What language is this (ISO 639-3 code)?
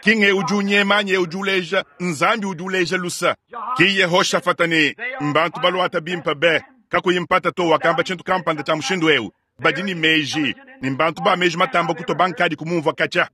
lua